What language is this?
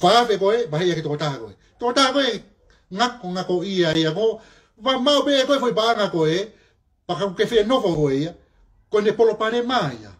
Tongan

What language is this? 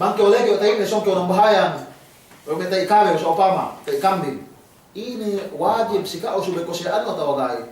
Yakan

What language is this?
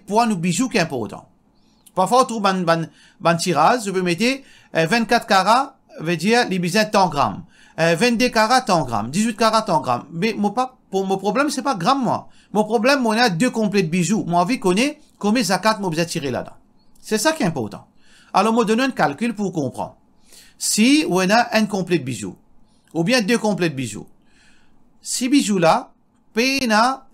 Morisyen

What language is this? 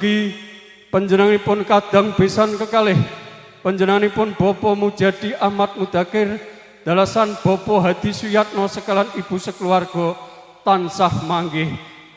Javanese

